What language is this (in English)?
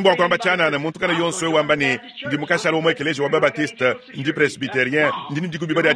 Luba-Lulua